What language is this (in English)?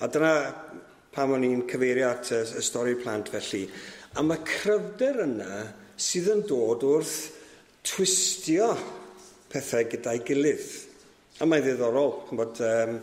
Welsh